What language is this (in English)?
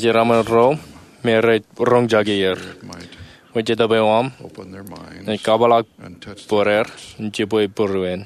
Marshallese